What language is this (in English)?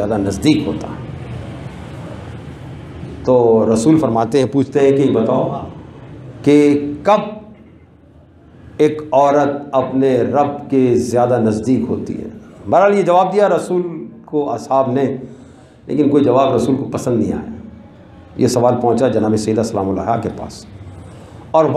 Urdu